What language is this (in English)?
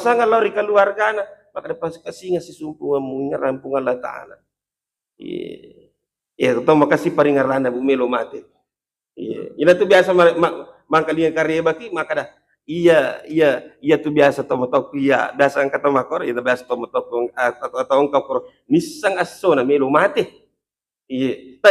Buginese